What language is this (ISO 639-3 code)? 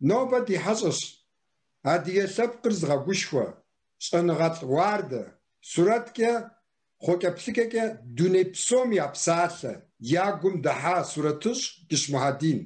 kbd